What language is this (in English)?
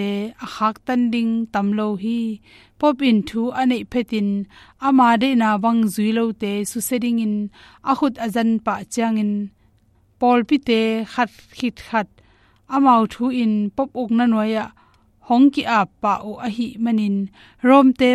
Tedim Chin